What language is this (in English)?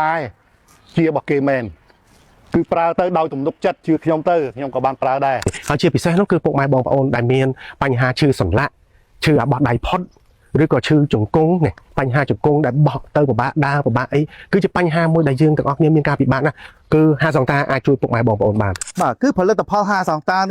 Khmer